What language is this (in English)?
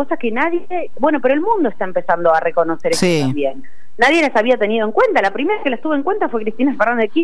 Spanish